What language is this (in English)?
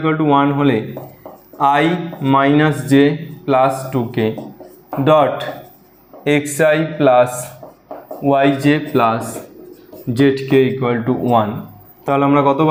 Bangla